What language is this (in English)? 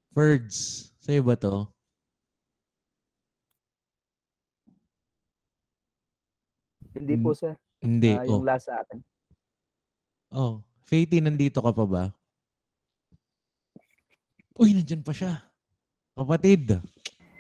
Filipino